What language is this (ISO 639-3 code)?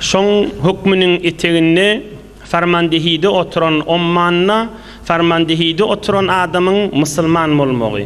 tuk